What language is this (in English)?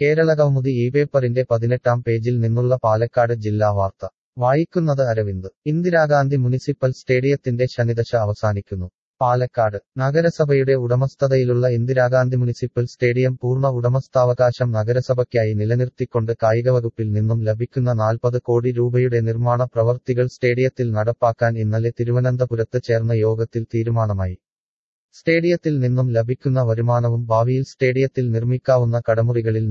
Malayalam